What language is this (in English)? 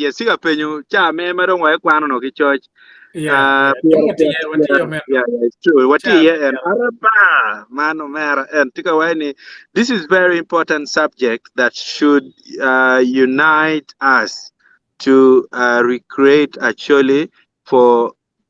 Acoli